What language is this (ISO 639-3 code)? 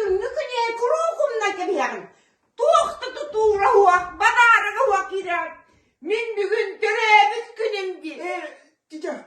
sah